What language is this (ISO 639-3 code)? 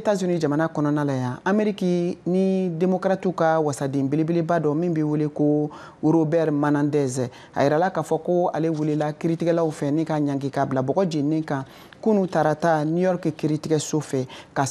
bam